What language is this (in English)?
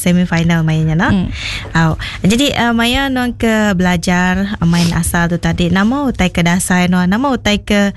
Iban